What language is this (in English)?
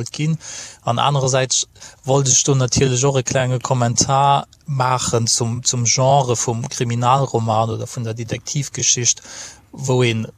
Luxembourgish